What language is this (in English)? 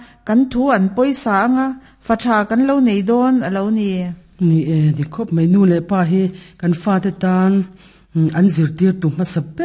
Mizo